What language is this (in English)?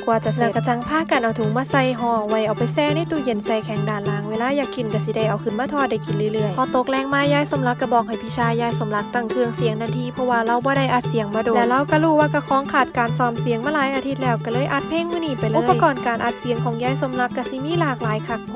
Northeastern Thai